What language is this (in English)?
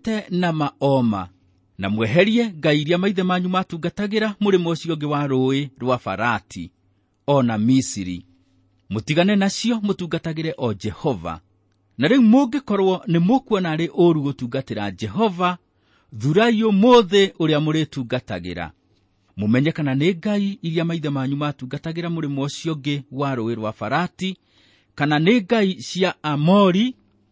Kikuyu